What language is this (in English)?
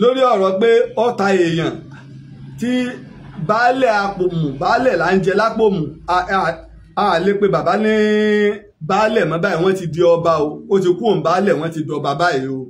Yoruba